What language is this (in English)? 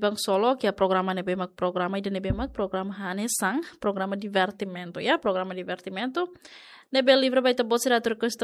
Tetum